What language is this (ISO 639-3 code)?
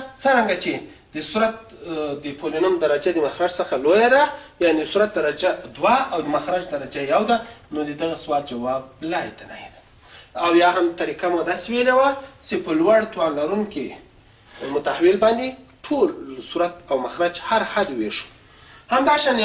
pus